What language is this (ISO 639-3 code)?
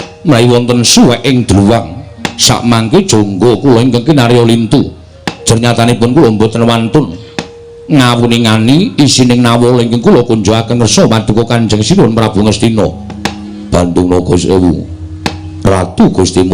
jav